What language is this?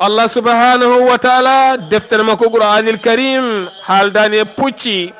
Fula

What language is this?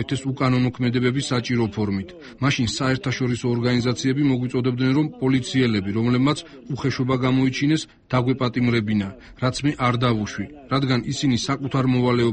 Georgian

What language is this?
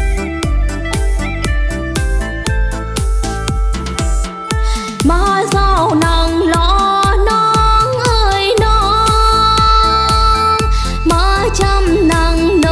Vietnamese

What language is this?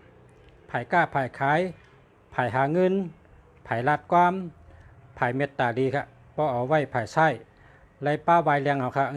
Shan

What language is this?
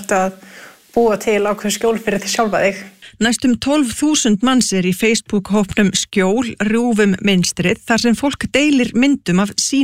Icelandic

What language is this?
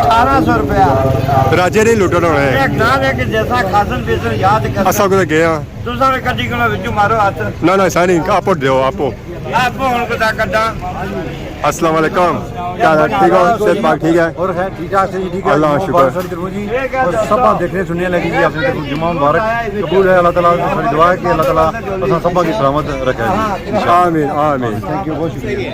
Pahari-Potwari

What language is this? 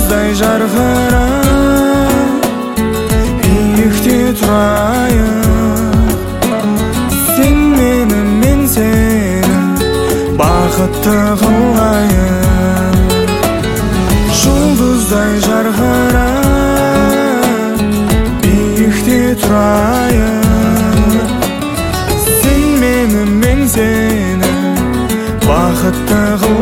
Kazakh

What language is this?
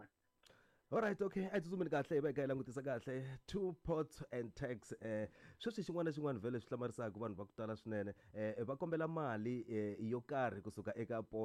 Tsonga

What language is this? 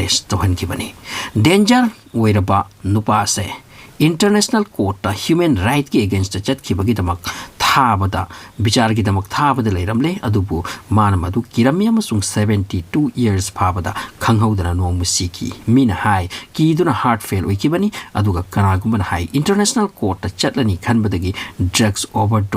Manipuri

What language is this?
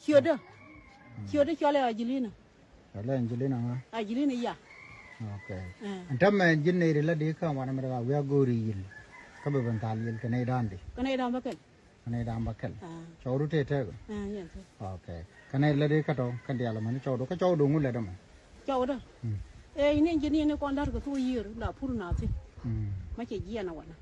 Nuer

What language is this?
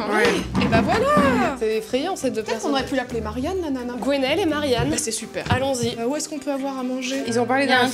French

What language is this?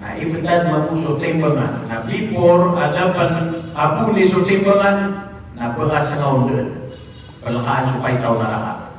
Maranao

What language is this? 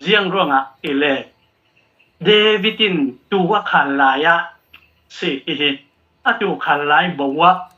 Falam Chin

